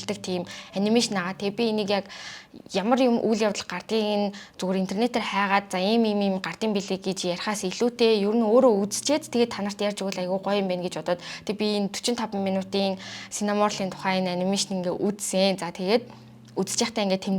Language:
Mongolian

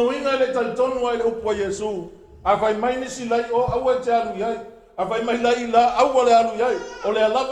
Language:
Samoan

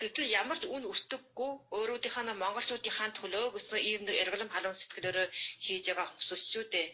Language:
Mongolian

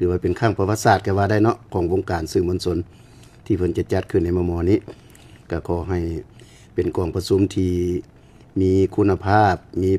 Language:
Lao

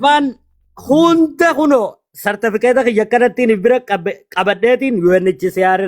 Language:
Oromo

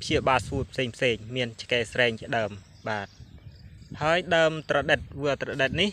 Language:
Khmer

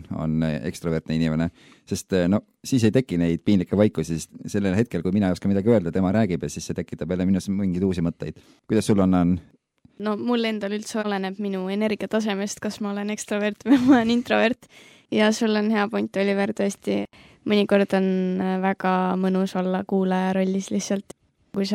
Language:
Estonian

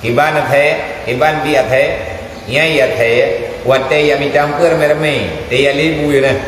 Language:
Achinese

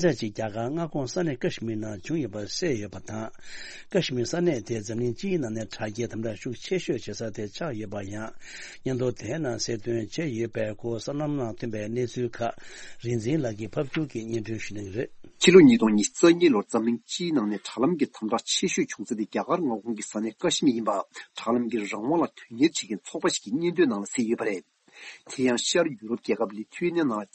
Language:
Tibetan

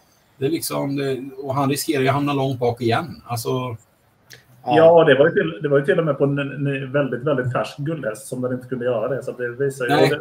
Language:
Swedish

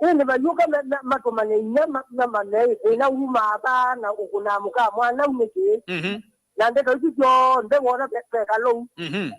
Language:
Kamba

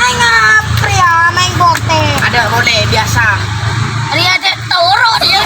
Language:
Madurese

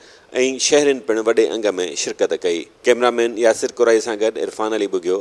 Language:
Sindhi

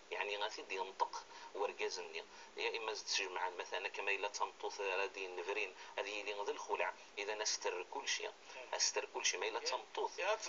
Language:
Kabyle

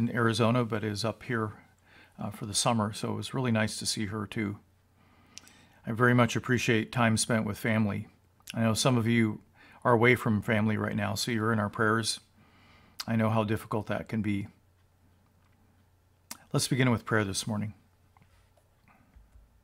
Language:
English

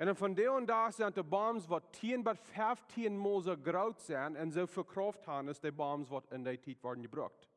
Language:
Plautdietsch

